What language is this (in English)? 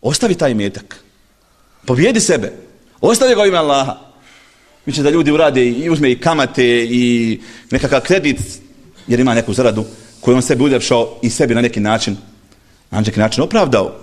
Bosnian